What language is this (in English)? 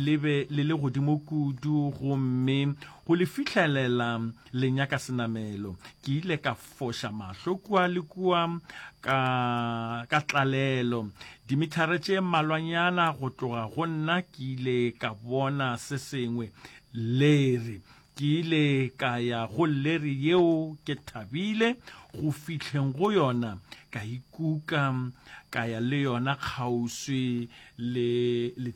Northern Sotho